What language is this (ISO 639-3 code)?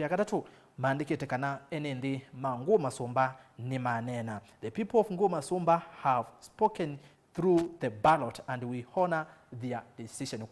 kam